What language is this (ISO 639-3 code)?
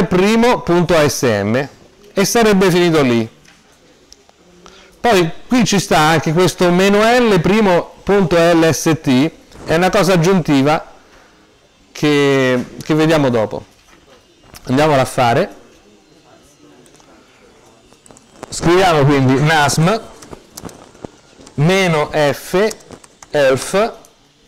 ita